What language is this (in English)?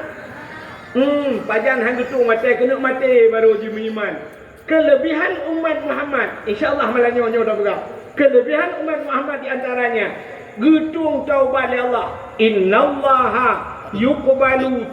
Achinese